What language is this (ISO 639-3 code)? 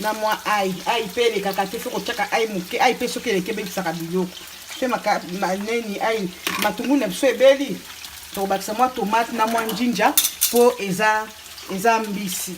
lin